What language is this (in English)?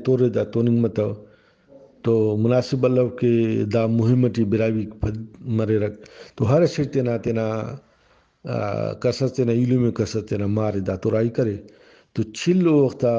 Brahui